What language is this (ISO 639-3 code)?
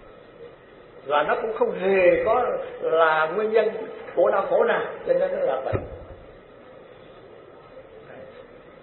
vie